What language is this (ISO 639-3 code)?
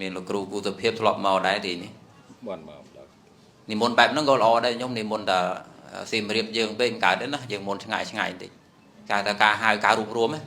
khm